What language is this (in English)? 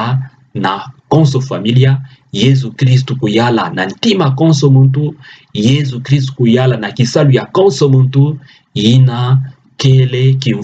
Kituba (Democratic Republic of Congo)